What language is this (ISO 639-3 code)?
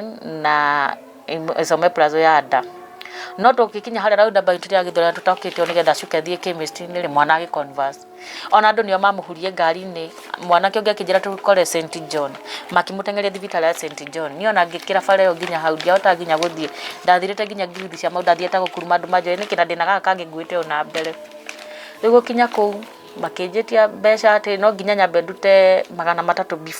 kik